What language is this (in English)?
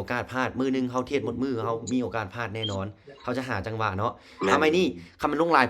Lao